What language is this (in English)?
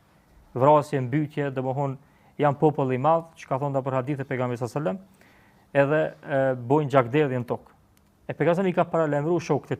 Albanian